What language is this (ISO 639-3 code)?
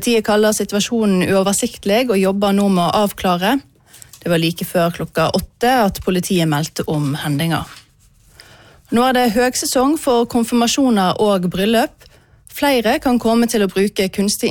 nor